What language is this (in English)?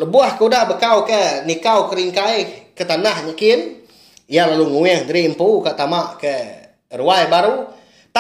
Iban